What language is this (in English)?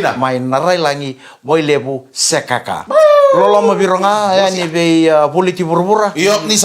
Fijian